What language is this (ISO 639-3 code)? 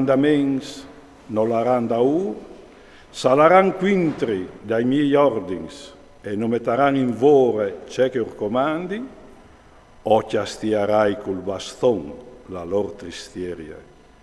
fur